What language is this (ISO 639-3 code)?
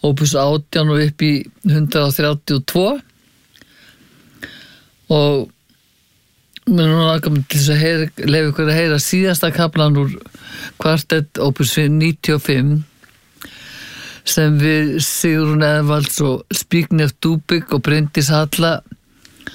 isl